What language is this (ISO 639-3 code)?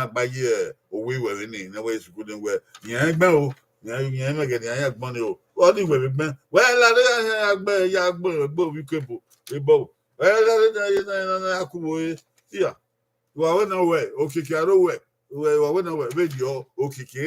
bin